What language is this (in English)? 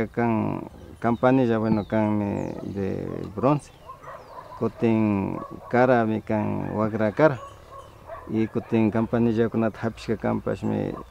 Imbabura Highland Quichua